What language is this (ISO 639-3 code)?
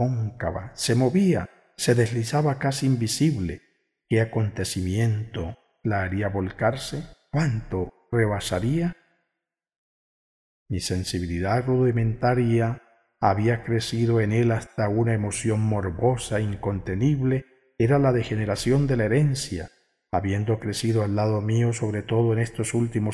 spa